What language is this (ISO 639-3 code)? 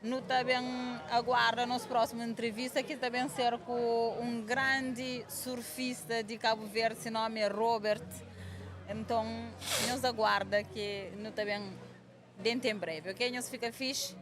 kea